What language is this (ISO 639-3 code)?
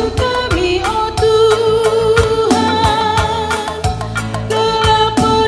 btx